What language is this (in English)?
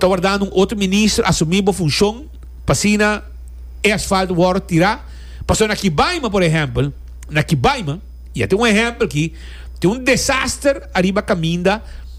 Papiamento